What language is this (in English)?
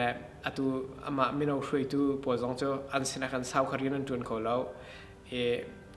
Hakha Chin